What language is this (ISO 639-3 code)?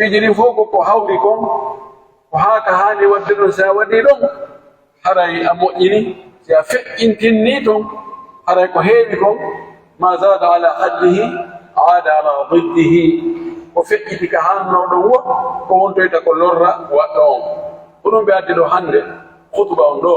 fuf